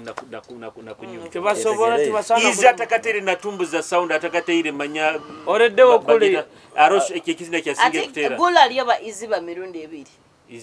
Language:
Nyoro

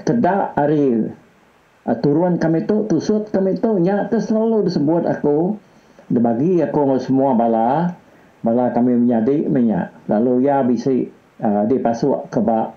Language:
Iban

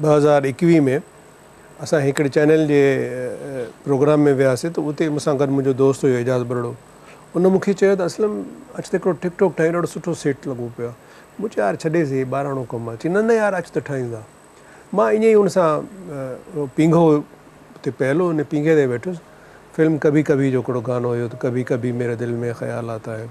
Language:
Sindhi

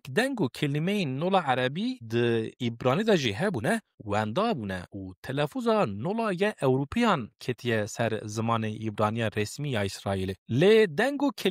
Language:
Kurdish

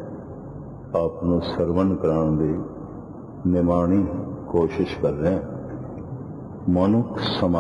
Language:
Punjabi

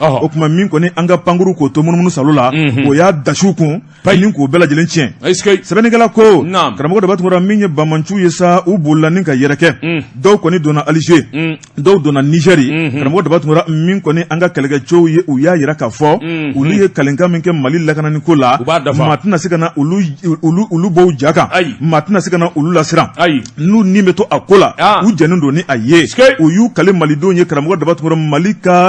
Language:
Bambara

